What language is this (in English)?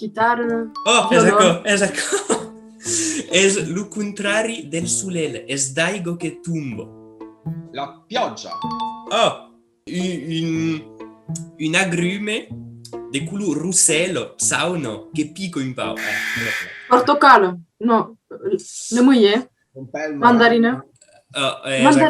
Occitan